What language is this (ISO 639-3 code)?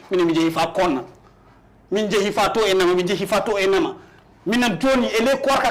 ful